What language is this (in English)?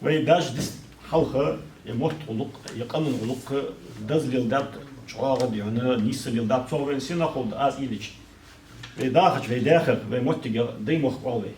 Ingush